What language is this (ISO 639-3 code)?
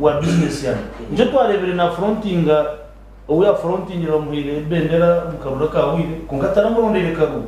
nyn